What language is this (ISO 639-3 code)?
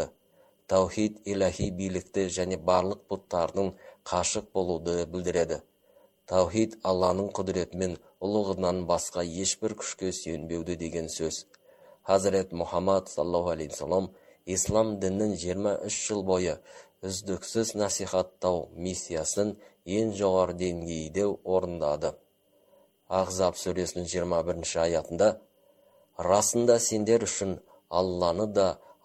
kaz